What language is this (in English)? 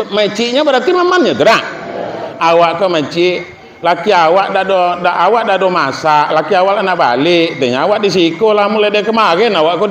Minangkabau